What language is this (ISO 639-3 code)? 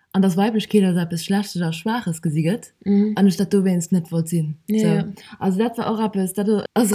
ltz